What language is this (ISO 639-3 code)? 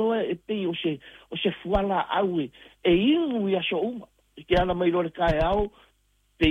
smo